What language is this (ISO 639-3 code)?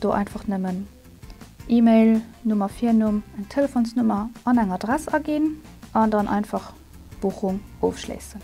ltz